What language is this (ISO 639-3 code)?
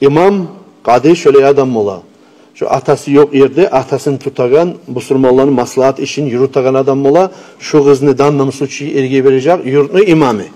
kum